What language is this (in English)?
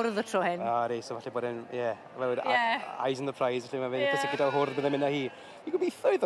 Welsh